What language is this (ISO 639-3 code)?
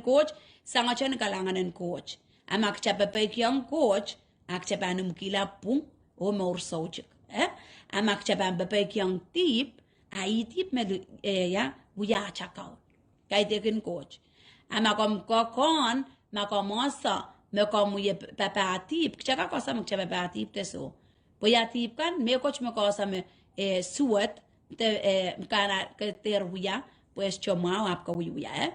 pon